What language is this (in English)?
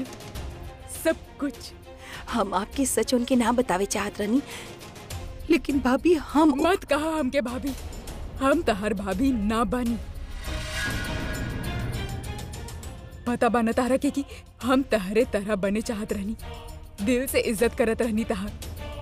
Bhojpuri